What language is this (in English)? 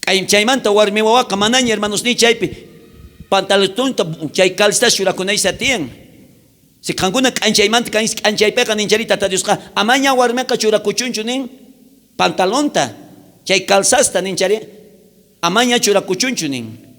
South Bolivian Quechua